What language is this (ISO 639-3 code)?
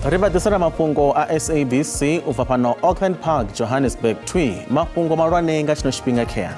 ven